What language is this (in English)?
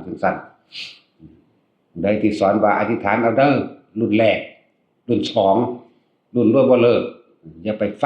Northeastern Thai